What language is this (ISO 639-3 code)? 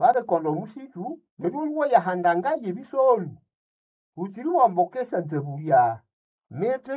nnb